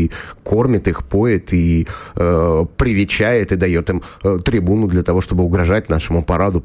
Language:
Russian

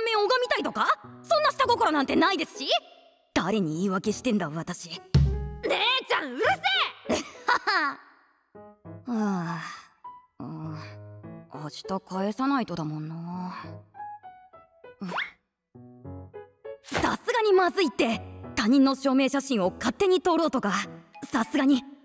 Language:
Japanese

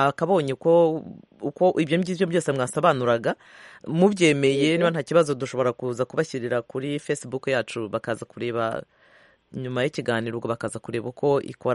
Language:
Kinyarwanda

